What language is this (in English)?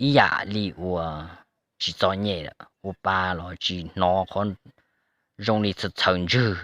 Hmong